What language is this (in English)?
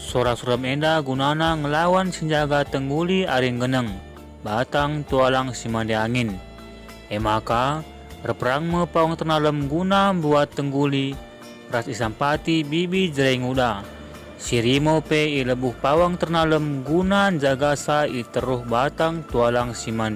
Batak Karo